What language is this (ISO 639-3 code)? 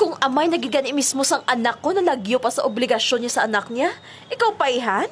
hil